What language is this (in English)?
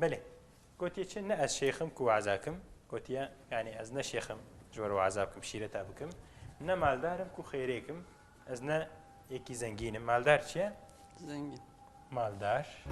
Kurdish